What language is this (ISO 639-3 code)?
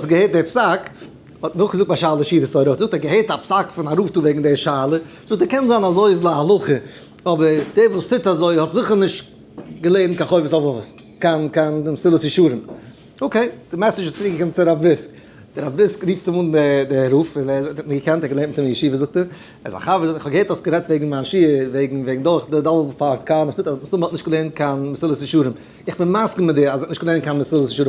yid